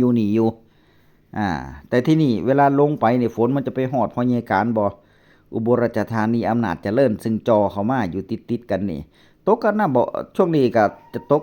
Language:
Northeastern Thai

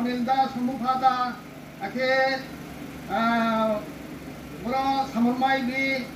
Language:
Riang (India)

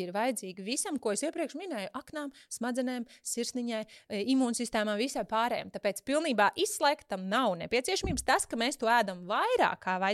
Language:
Latvian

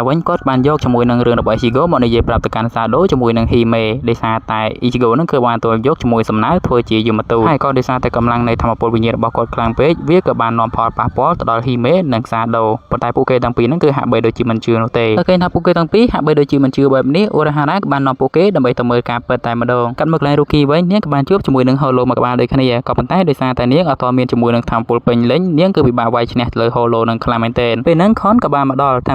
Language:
Khmer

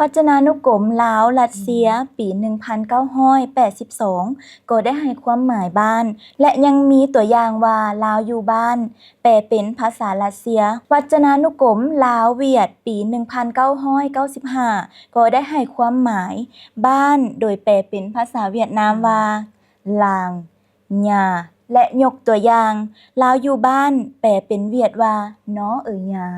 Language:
Lao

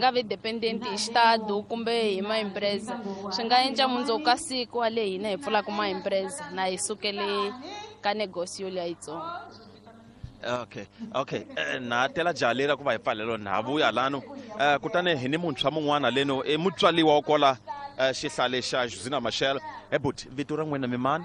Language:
Tsonga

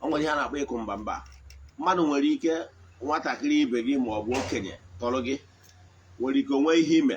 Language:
Igbo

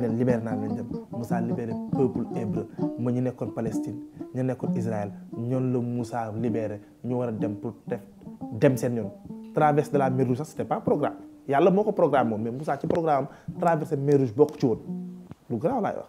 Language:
Wolof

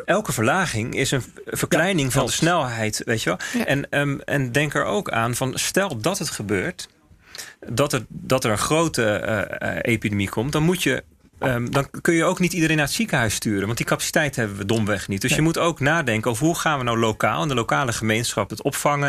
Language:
Dutch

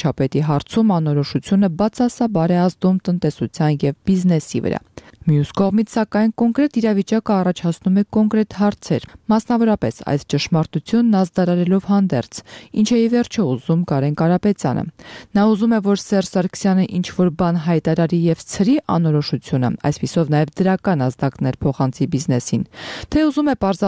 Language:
Armenian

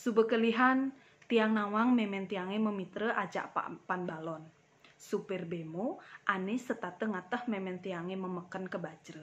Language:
Balinese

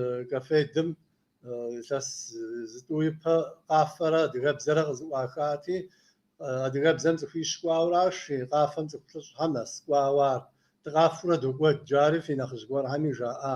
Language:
Kabardian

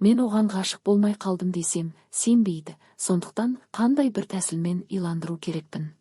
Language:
Kazakh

